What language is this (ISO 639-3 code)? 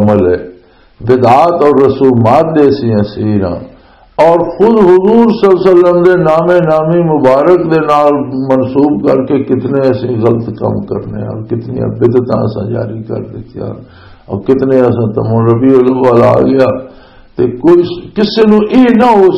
lah